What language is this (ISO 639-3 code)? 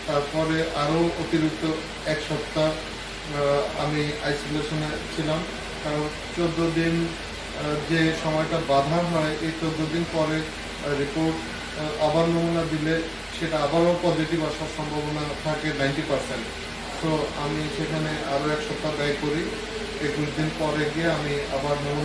ben